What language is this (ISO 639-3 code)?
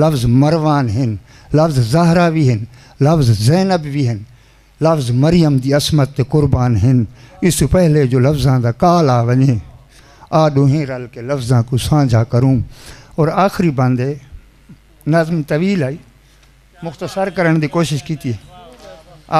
skr